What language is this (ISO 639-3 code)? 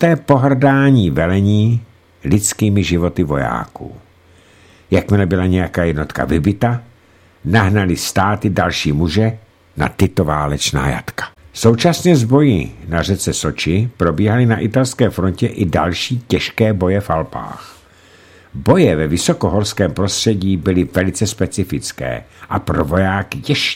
ces